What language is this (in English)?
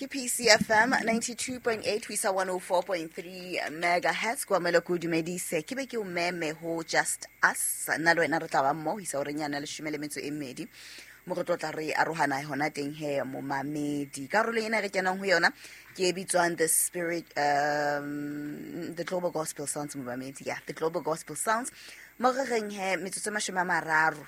Southern Sotho